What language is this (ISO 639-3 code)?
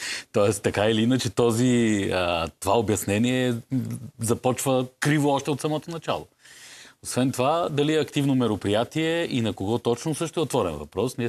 bul